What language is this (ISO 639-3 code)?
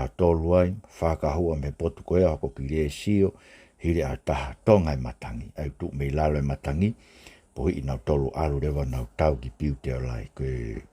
ton